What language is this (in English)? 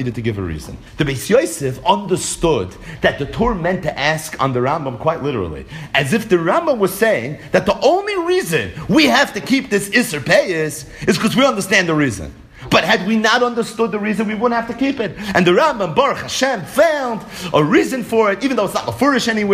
English